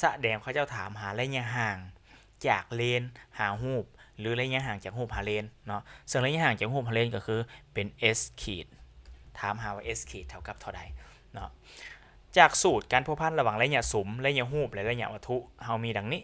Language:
Lao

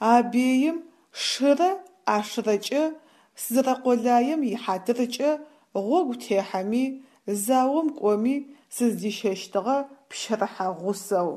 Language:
Adyghe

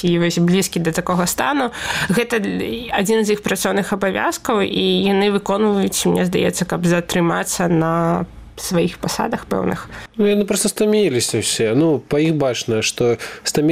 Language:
Belarusian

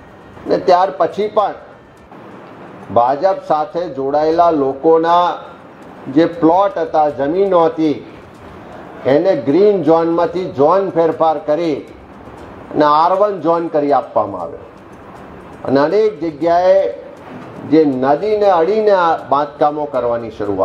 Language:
Gujarati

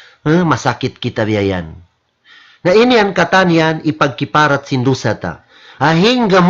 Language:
Tausug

